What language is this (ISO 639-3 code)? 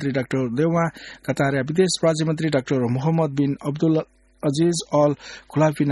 new